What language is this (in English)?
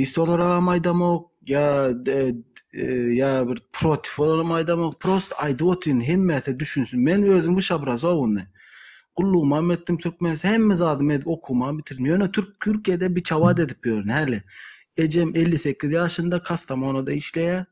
Turkmen